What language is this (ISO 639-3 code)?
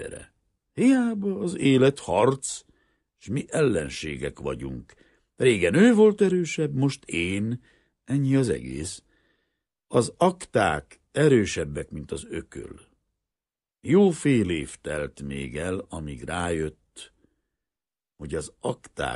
hun